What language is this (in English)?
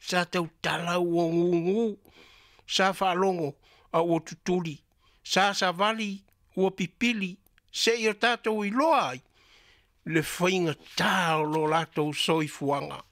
Samoan